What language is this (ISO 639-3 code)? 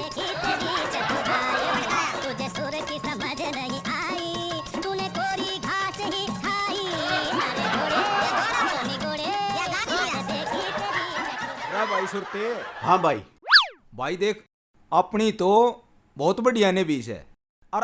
bgc